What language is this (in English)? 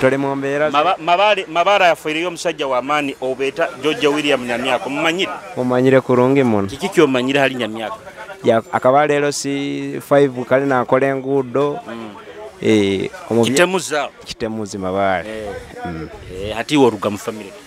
Nyoro